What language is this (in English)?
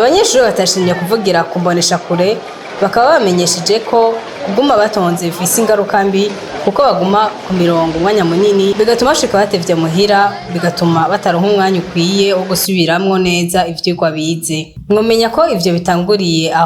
Rundi